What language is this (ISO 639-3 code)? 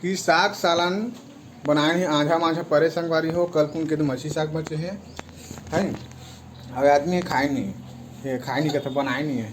hne